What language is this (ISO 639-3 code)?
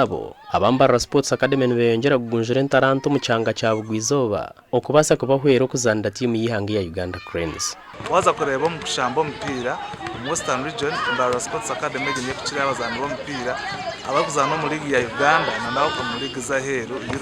nyn